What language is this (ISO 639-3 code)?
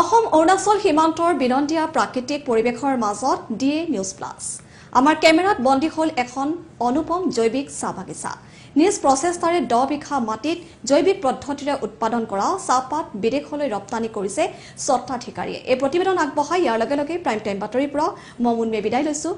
asm